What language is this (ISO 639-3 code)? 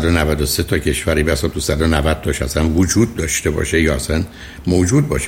fas